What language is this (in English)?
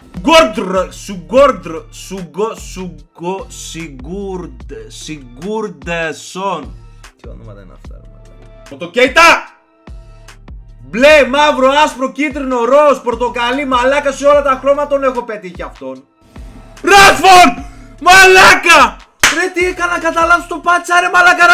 Greek